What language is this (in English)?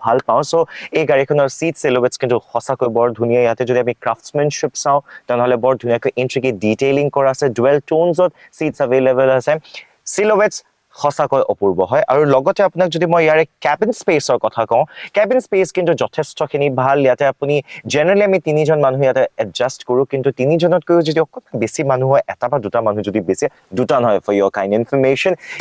Assamese